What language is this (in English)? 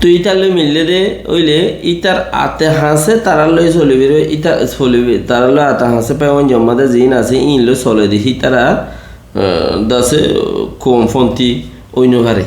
Rohingya